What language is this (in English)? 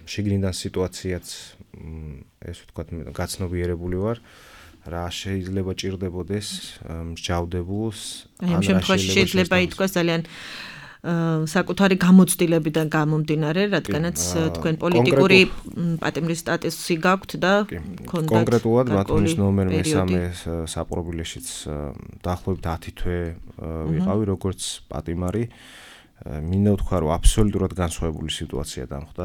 Georgian